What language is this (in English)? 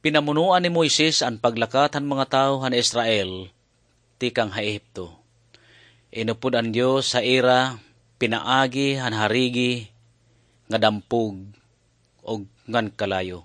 Waray